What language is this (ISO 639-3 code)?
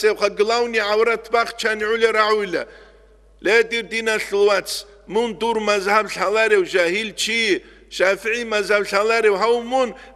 ava